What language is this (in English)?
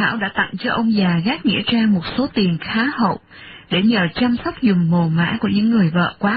Vietnamese